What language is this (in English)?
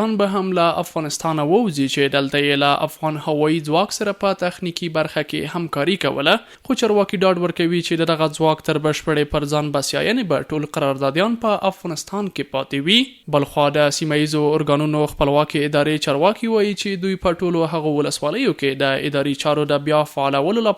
Pashto